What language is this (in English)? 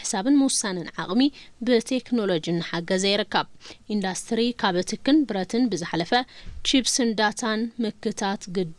Tigrinya